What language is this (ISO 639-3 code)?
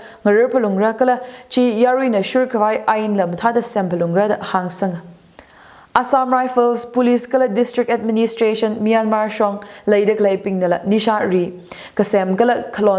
nmf